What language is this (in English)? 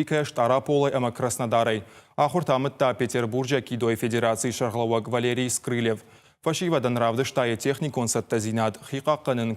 Ossetic